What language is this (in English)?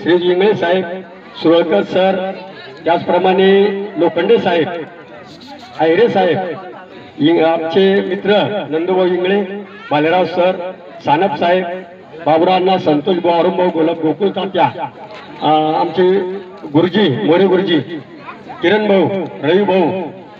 Marathi